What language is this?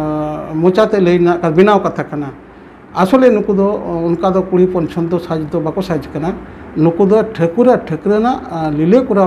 Santali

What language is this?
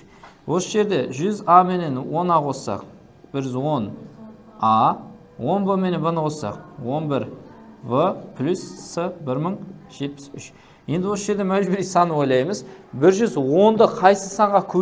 Kara-Kalpak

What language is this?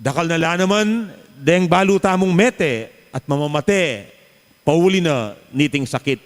Pampanga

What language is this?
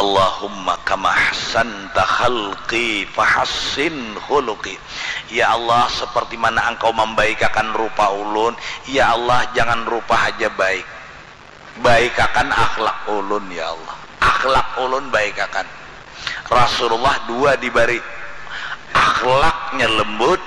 Banjar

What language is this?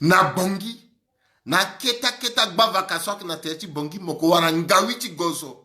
Sango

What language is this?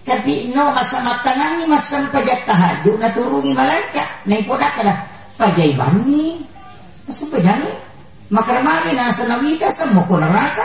Buginese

